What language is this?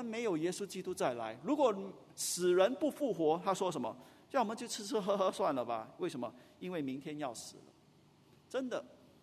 Chinese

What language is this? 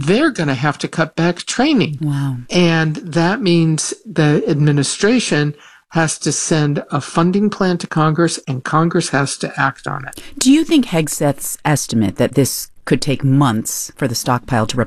English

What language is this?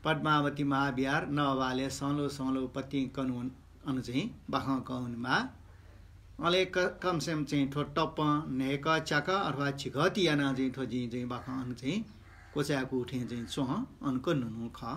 Newari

